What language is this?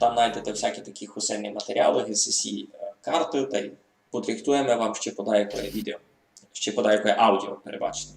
Rusyn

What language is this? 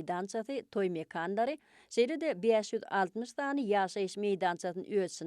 Turkmen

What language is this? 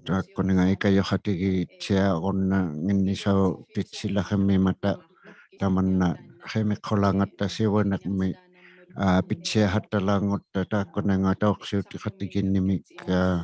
Inuktitut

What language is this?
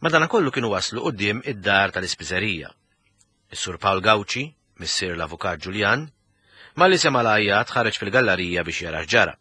Maltese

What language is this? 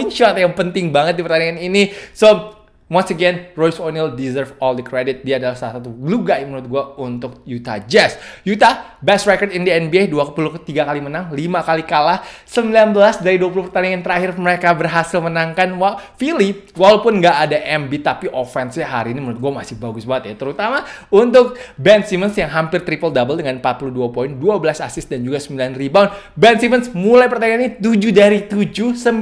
Indonesian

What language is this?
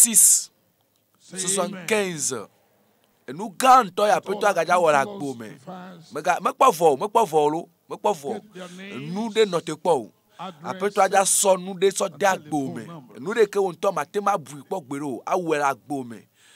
Ewe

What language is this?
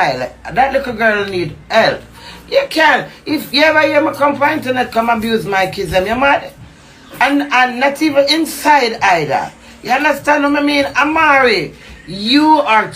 Jamaican Creole English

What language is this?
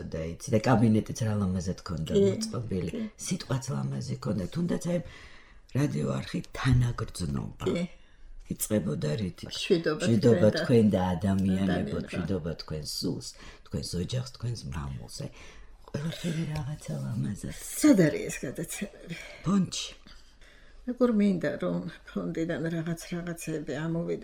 Georgian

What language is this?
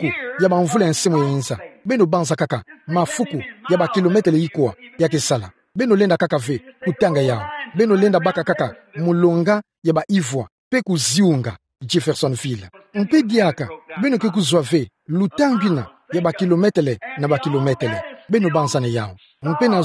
Kituba (Democratic Republic of Congo)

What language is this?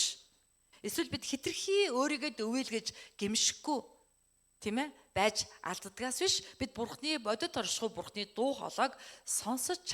Mongolian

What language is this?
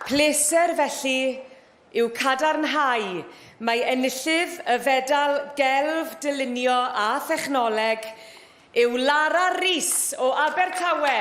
Welsh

